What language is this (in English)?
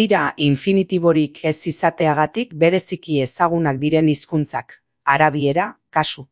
Basque